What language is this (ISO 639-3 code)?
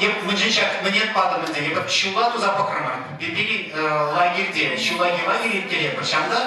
chv